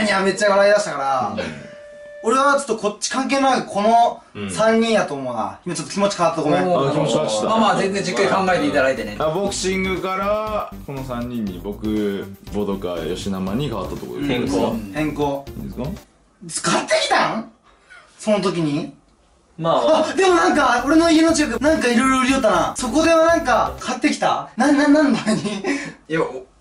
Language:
Japanese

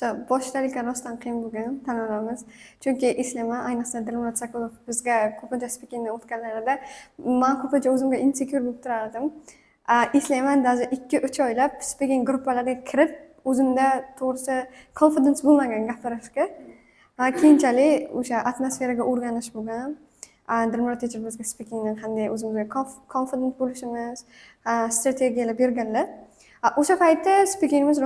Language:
Uzbek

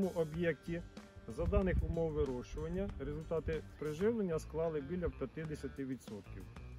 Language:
Ukrainian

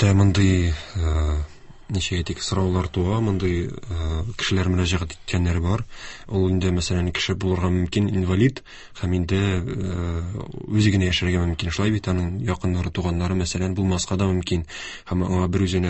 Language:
Tatar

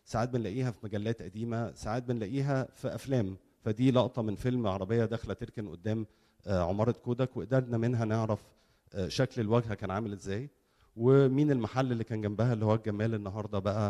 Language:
Egyptian Arabic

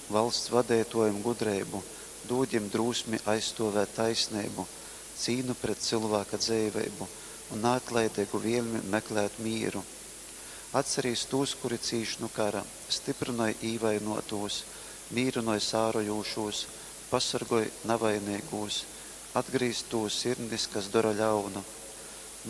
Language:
Latgalian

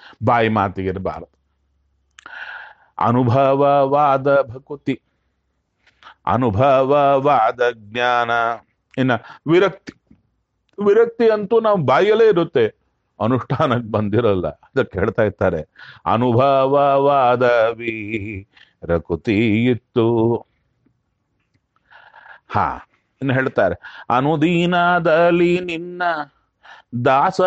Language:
Kannada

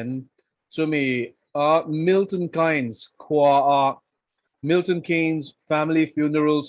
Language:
Mizo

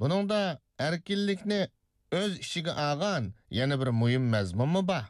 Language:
Uyghur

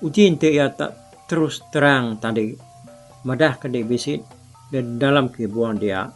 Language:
Iban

